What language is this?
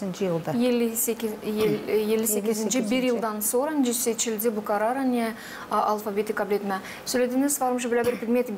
Gagauz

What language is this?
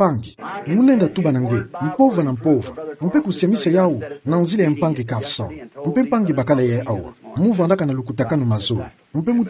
Kituba (Democratic Republic of Congo)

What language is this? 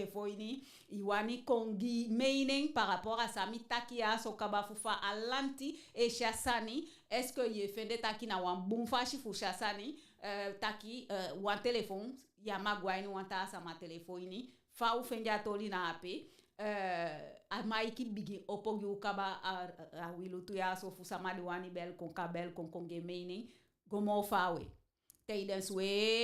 Eastern Maroon Creole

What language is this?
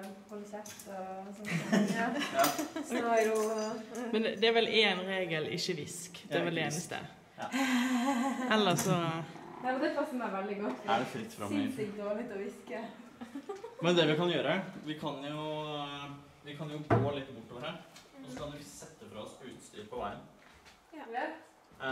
Norwegian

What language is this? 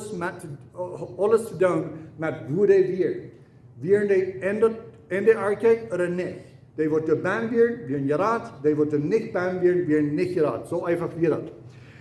Plautdietsch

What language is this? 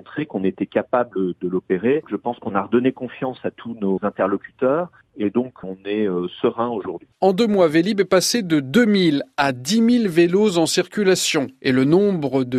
French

